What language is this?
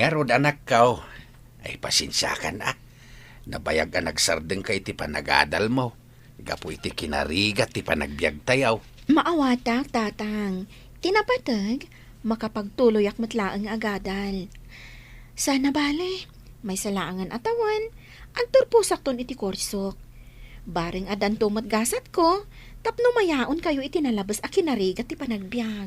Iloko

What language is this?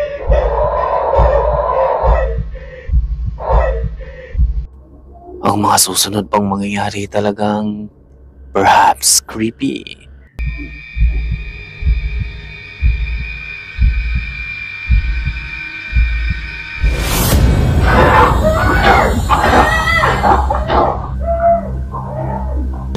Filipino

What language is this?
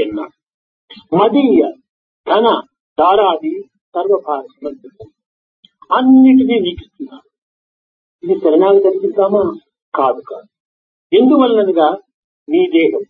Telugu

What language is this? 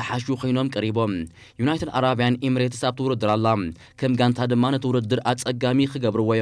Tigrinya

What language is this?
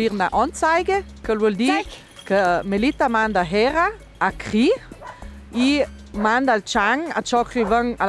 Ladin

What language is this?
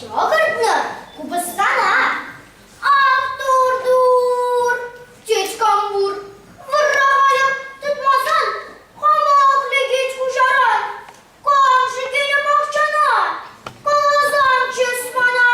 Chuvash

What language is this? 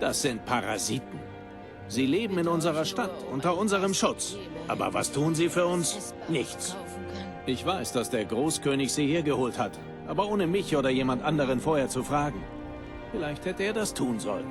Bavarian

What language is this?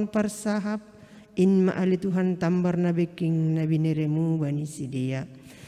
Batak Simalungun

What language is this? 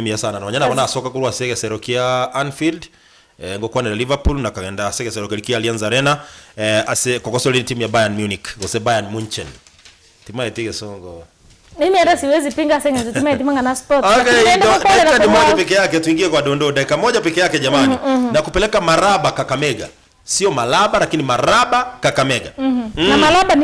Gusii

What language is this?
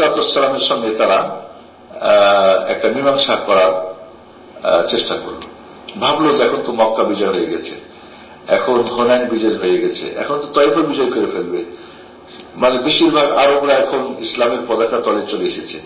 Bangla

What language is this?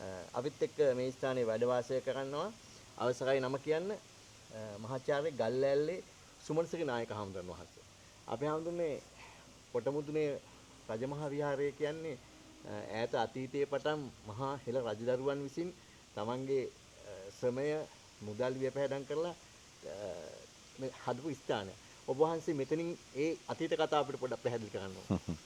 Sinhala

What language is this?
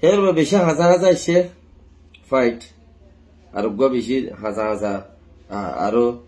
Rohingya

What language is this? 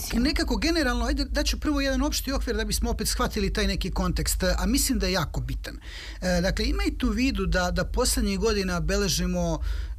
Serbian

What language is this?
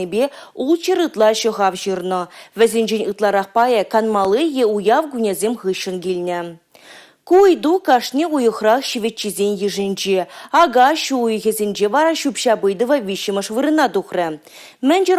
Chuvash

